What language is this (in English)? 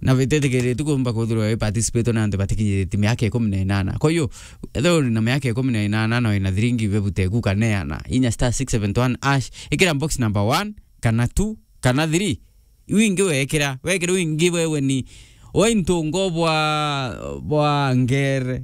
Meru